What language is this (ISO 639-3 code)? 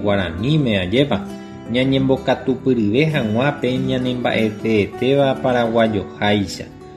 grn